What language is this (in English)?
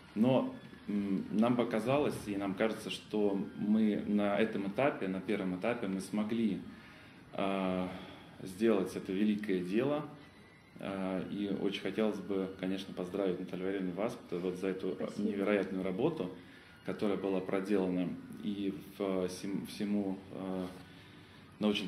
Russian